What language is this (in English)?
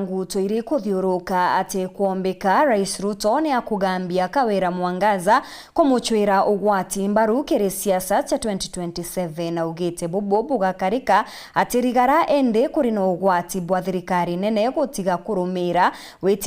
Meru